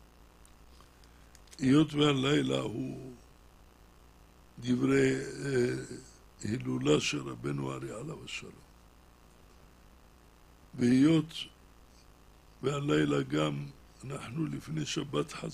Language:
Hebrew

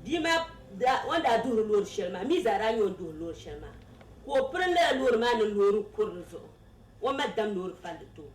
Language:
Dagbani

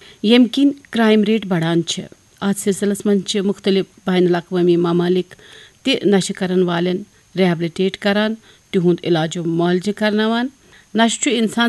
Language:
Kashmiri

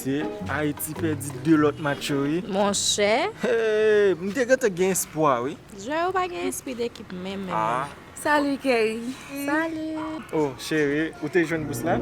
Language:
Haitian Creole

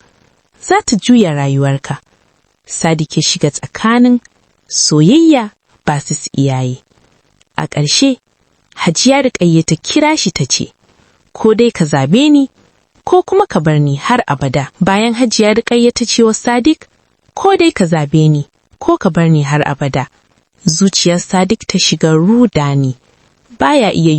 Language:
Hausa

